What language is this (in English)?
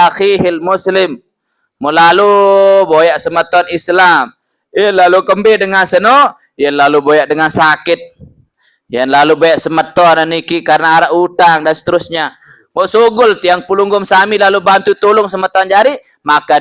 Sasak